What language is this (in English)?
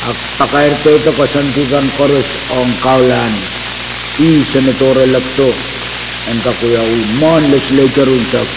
Pohnpeian